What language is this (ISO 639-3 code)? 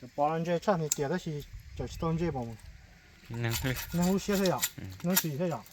hmn